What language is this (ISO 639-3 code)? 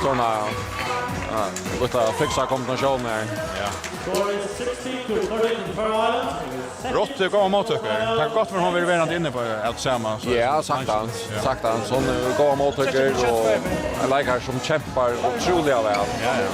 fao